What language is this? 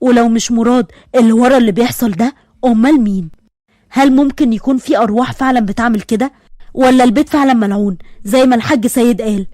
Egyptian Arabic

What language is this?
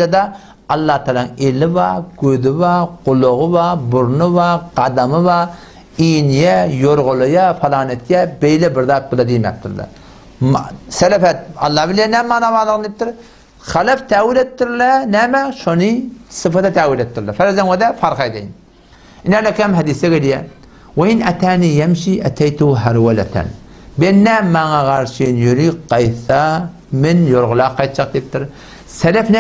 Turkmen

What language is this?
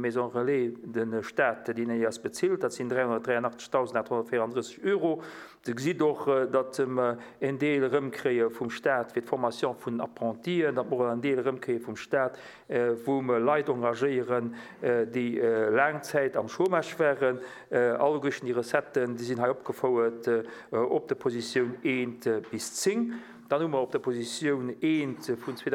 Luxembourgish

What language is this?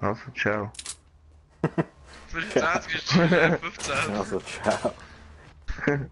Swiss German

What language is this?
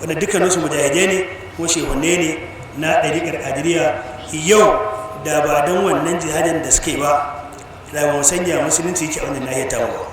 Hausa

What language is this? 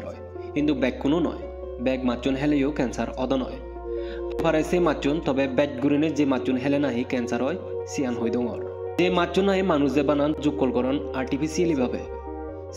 Chakma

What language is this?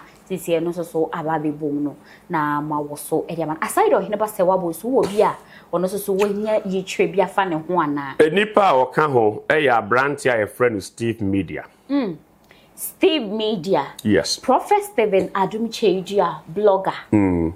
Akan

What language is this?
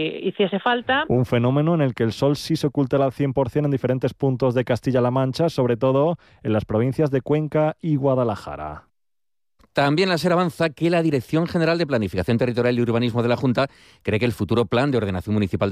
Spanish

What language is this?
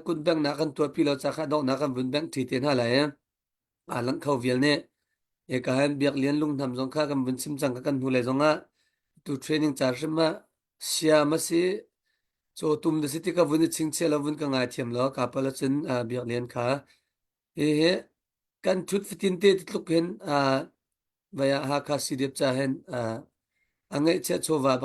Hakha Chin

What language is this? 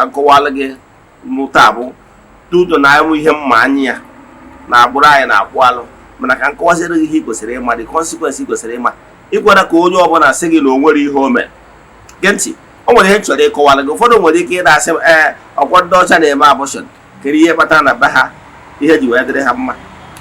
Igbo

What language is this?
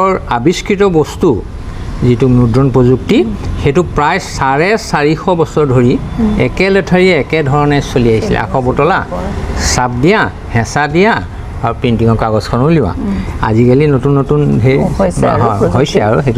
Assamese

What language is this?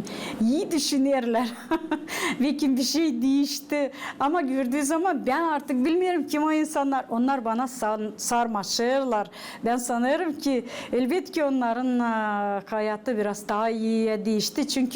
Gagauz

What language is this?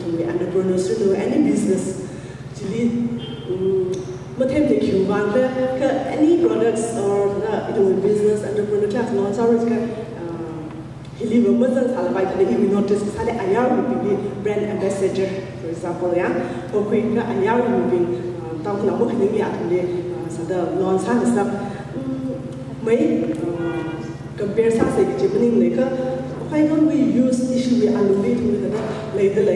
Tangkhul Naga (India)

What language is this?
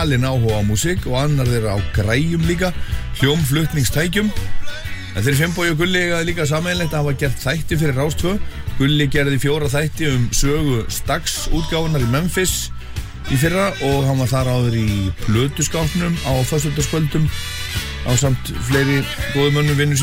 Icelandic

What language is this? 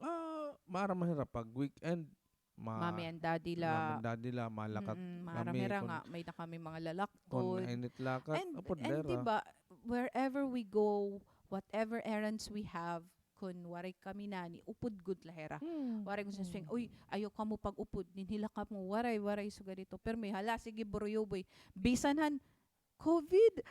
Waray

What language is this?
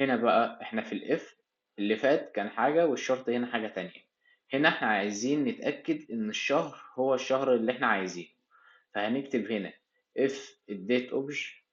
Egyptian Arabic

